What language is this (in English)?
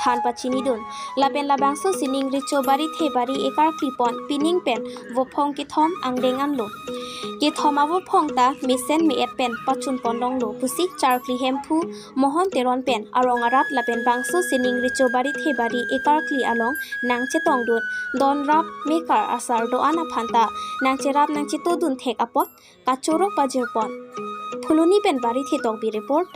Karbi